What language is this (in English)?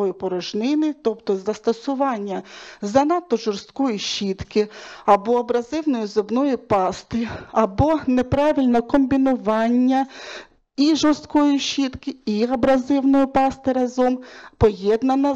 Ukrainian